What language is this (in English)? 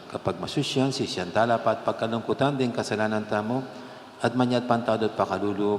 Pampanga